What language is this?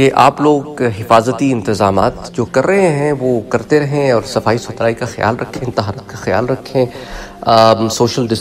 Urdu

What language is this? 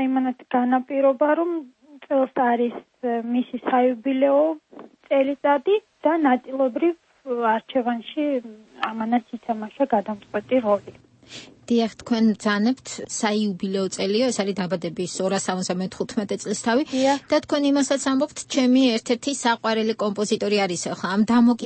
Georgian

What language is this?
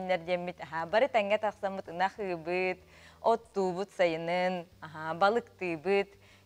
Yakut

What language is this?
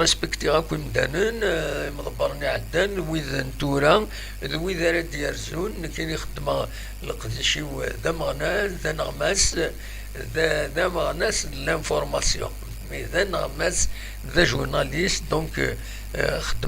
Kabyle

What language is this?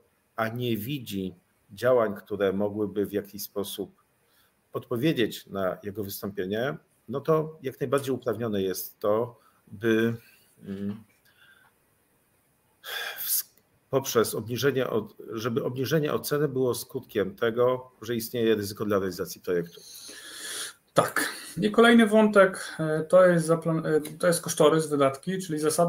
Polish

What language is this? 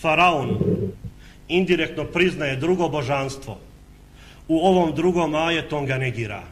Bosnian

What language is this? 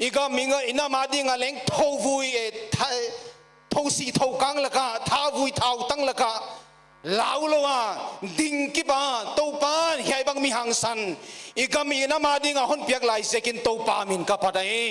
Paite Chin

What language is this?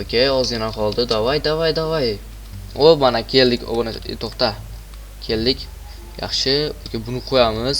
Uzbek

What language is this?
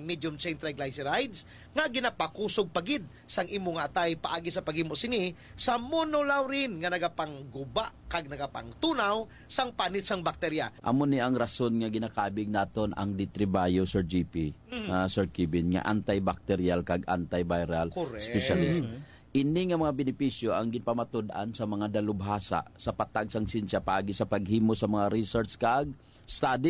Hiligaynon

